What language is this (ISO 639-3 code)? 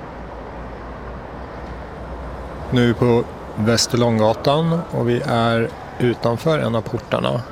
swe